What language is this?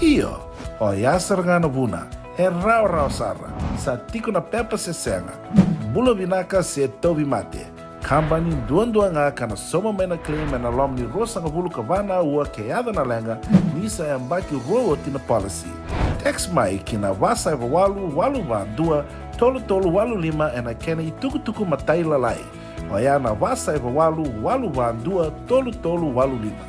Fijian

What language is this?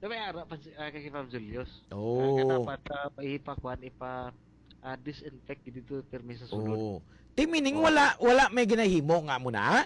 Hiligaynon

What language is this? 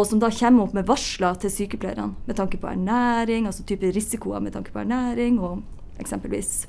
Norwegian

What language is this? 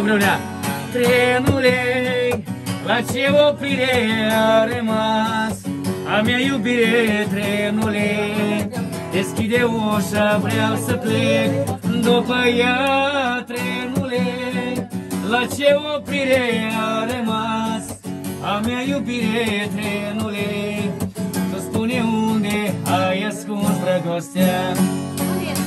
Romanian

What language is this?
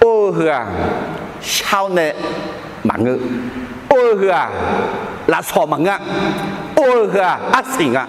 Akha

